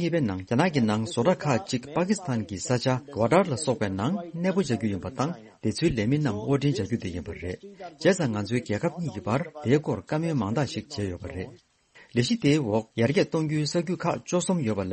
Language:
Tibetan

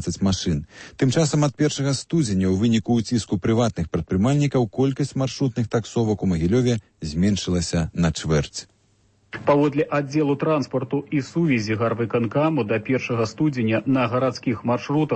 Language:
Belarusian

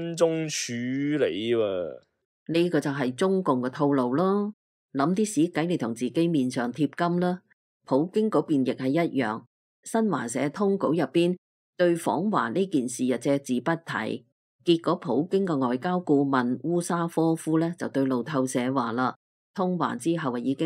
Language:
Cantonese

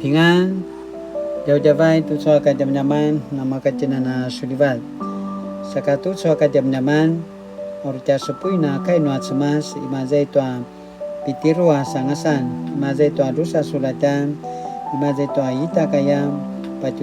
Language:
Paiwan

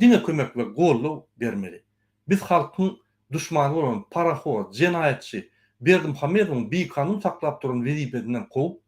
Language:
Turkmen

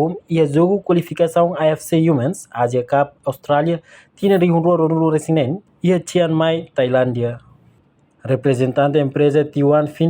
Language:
Tetum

